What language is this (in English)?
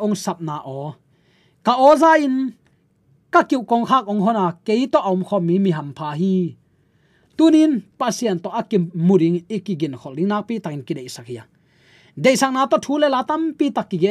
Tedim Chin